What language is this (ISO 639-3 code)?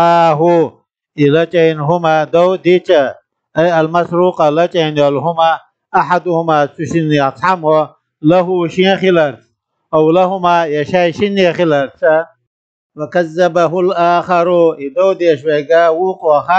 che